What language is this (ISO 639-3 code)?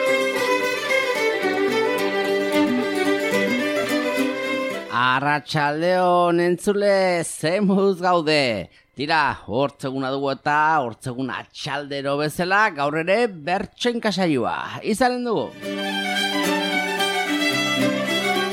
eus